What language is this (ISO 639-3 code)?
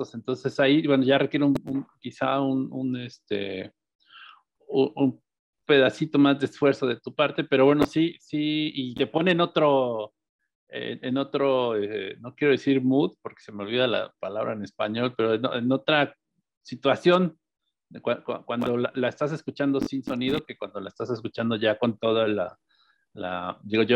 spa